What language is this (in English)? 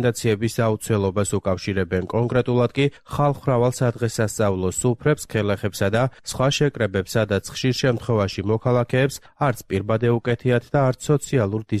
Georgian